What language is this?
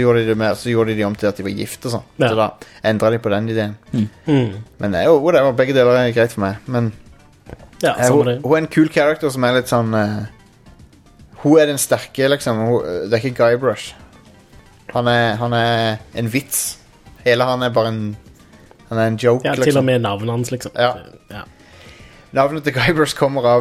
Norwegian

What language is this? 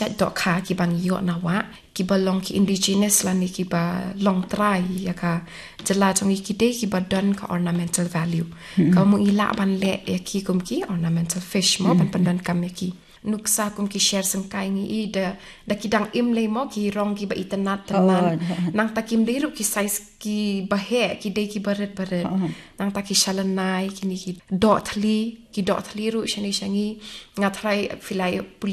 Khasi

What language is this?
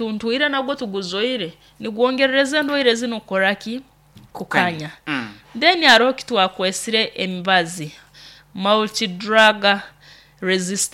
Nyoro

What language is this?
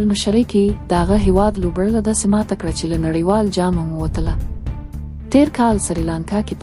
Pashto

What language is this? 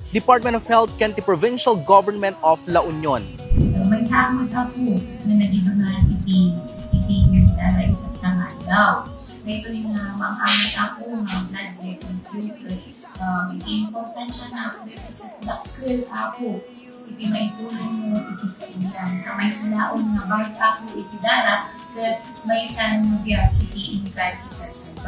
Iloko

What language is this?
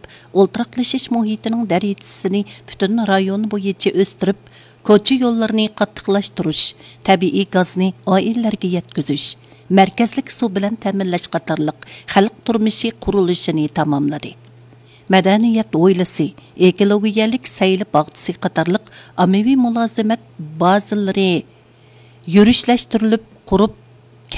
Uyghur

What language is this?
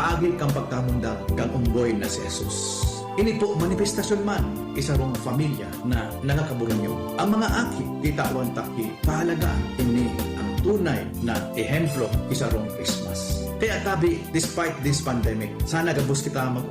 Bikol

